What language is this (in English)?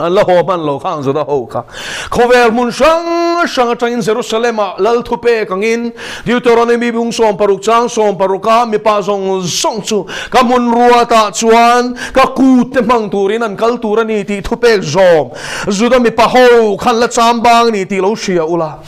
Mizo